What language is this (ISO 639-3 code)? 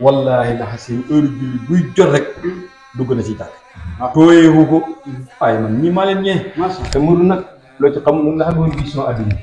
wol